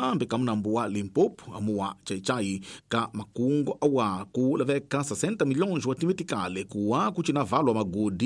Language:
Tsonga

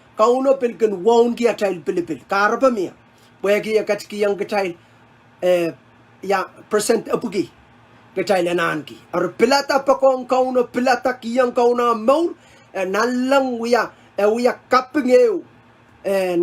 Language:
Pohnpeian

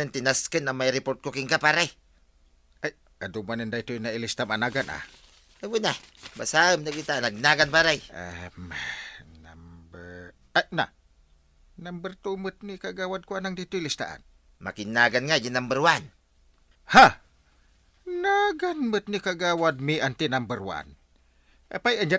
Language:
Iloko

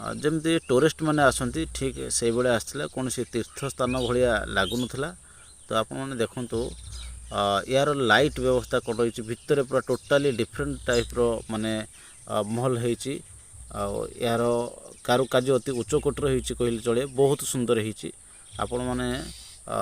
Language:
Odia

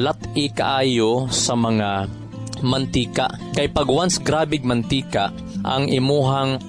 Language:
Cebuano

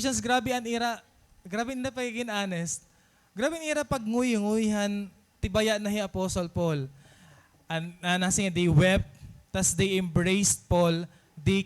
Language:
Waray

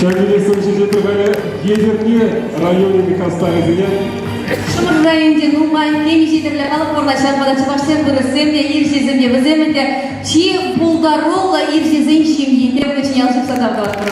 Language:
Chuvash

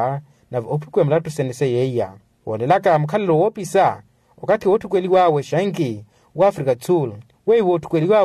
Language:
Makhuwa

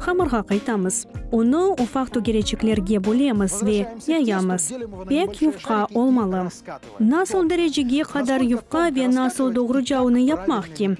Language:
Crimean Tatar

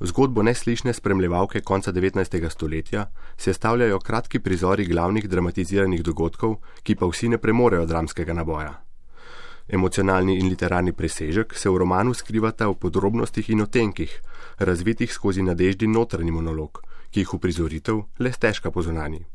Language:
Slovenian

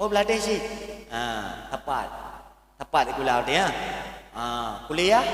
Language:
Achinese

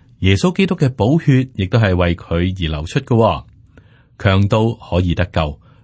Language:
Cantonese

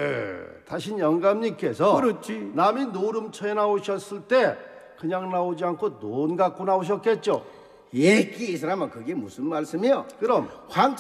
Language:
Korean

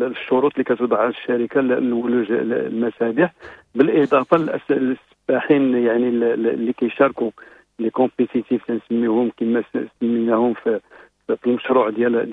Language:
Moroccan Arabic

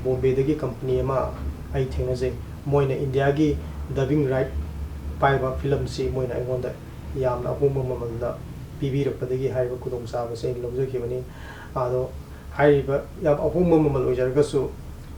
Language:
Manipuri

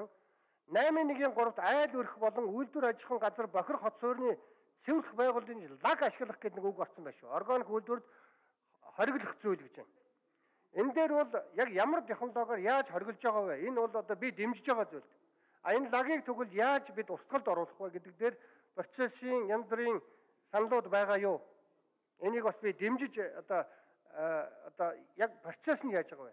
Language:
Mongolian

